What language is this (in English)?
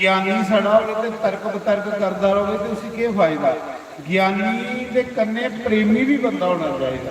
Dogri